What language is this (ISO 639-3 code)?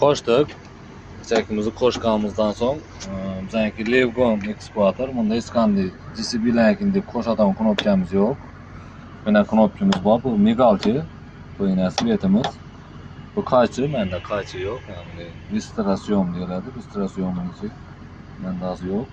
uzb